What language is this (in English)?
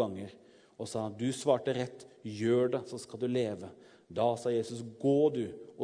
Norwegian